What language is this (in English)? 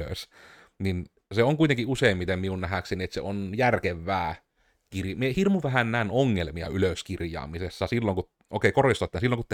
Finnish